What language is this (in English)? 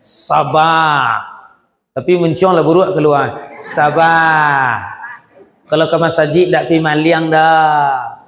Minangkabau